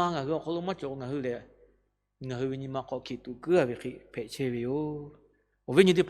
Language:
Lahu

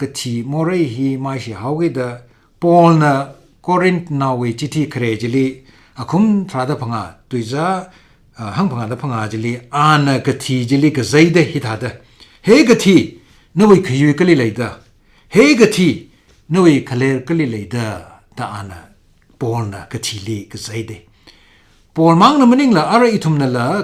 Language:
Tangkhul Naga (India)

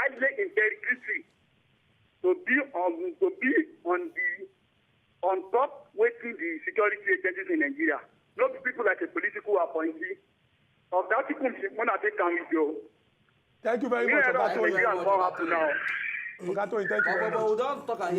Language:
Nigerian Pidgin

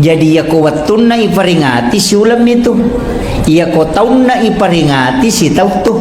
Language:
Buginese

